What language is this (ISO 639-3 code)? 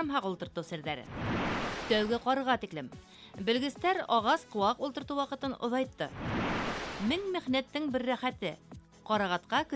bak